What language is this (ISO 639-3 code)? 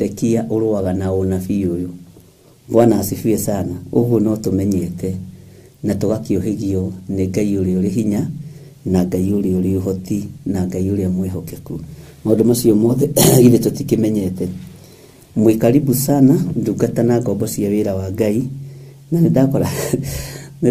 kik